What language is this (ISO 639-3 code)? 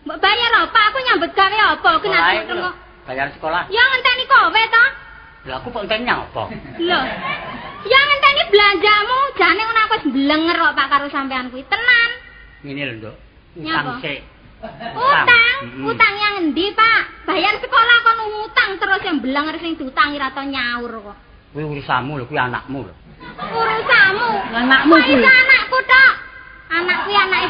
jav